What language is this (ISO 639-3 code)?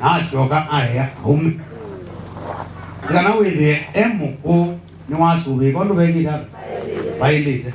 kam